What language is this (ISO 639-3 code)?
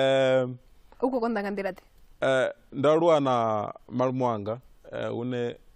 ven